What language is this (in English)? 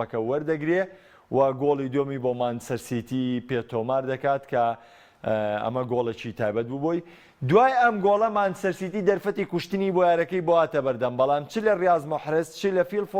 Central Kurdish